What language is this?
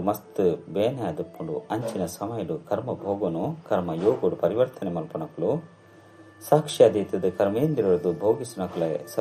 Tulu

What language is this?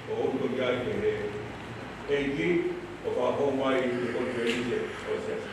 Tongan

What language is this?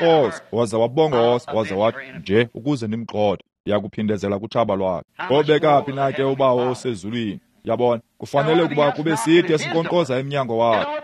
Xhosa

